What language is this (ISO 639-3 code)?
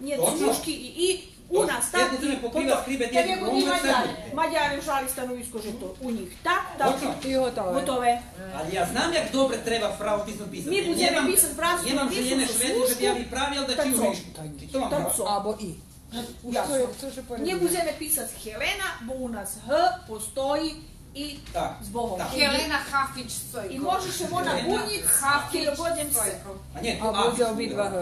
rue